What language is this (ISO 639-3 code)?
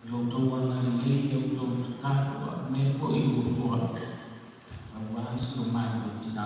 smo